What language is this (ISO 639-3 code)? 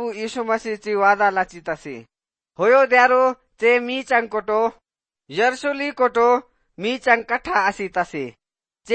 ori